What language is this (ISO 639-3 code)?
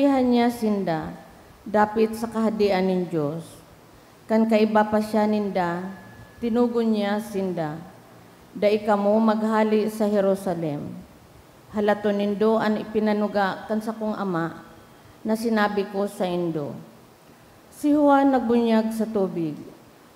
bik